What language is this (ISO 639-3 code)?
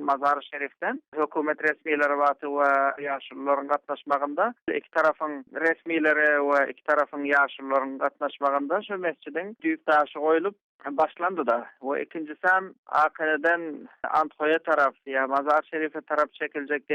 tuk